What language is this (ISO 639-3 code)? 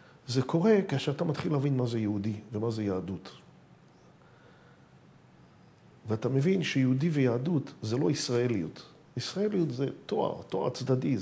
heb